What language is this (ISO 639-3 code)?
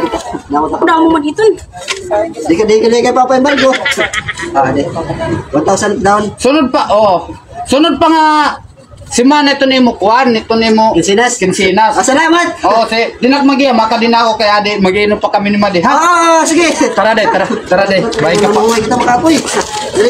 war